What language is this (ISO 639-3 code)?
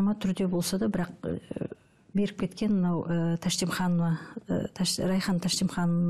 kaz